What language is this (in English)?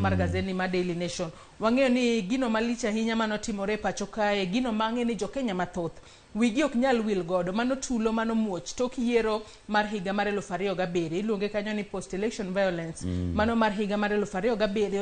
Luo (Kenya and Tanzania)